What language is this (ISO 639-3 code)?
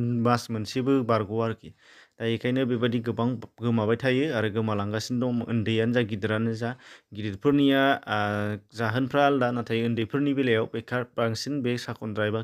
brx